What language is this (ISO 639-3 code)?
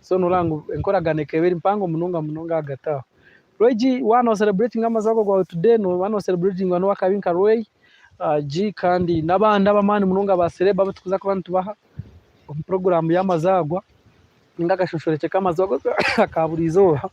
nyn